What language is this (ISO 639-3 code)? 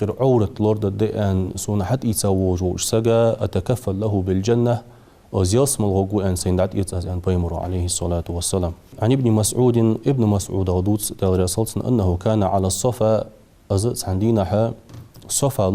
inh